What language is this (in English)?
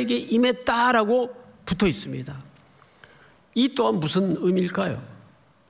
Korean